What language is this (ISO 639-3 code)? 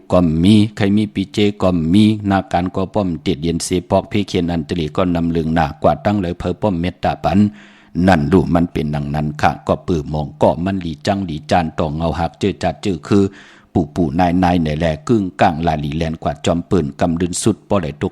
shn